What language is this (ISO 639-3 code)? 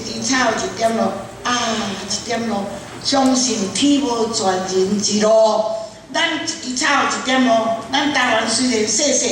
nan